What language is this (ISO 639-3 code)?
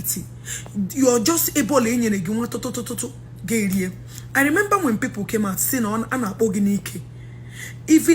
ibo